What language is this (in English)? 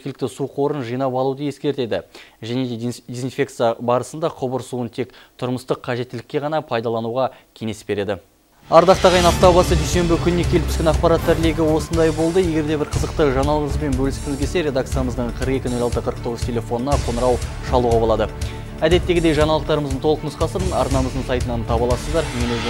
Kazakh